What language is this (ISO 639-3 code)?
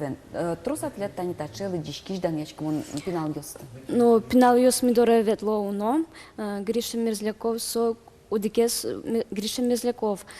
udm